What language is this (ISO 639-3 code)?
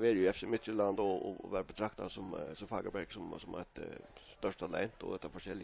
fao